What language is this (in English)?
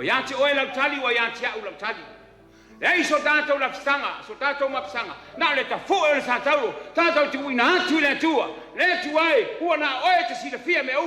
Samoan